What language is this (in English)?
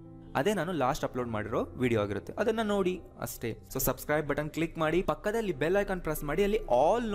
Kannada